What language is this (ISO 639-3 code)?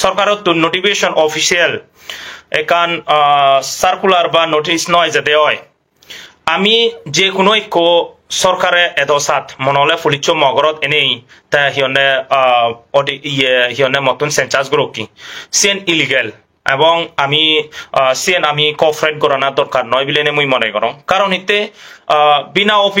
ccp